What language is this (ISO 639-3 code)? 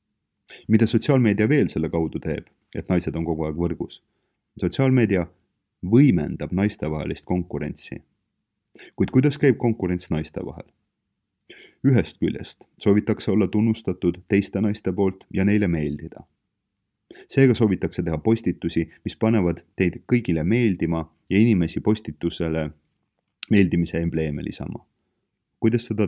est